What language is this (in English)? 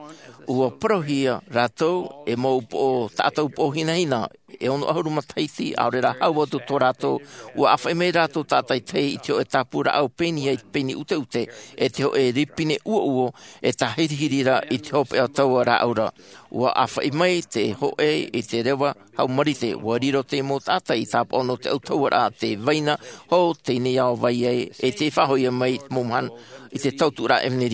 Tahitian